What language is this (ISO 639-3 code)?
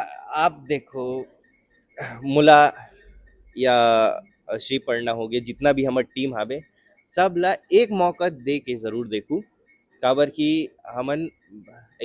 hne